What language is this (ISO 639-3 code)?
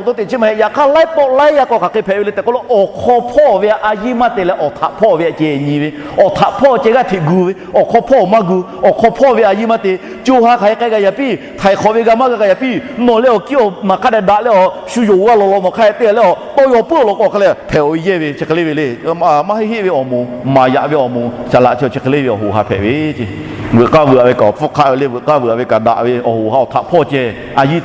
lhu